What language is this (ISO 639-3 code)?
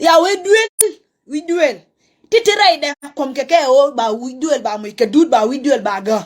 nus